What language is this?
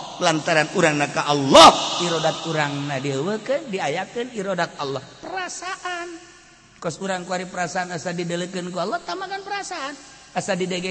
Sundanese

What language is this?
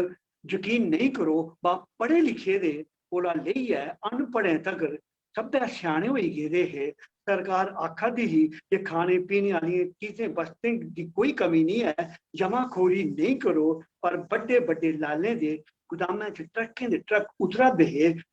Dogri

